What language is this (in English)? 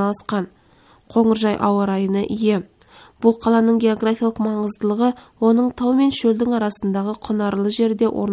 Kazakh